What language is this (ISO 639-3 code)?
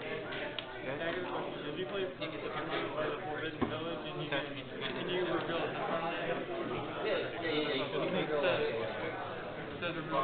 eng